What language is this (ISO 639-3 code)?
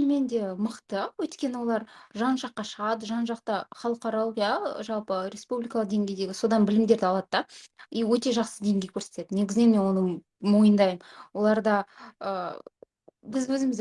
kaz